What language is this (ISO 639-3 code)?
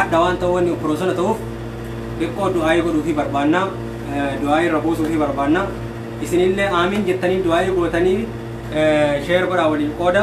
orm